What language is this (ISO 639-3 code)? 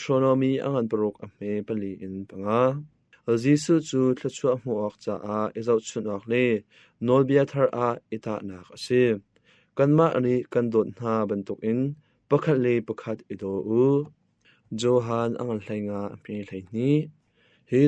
cnh